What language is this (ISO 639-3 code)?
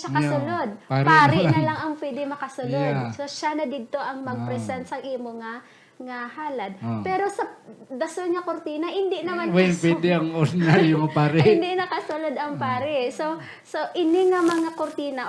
hil